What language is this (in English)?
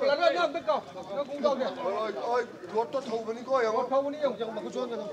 Manipuri